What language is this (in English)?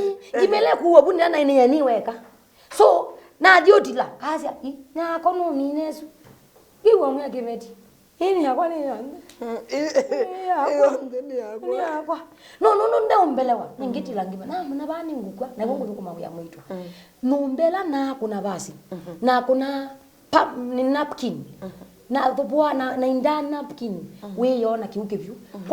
Kamba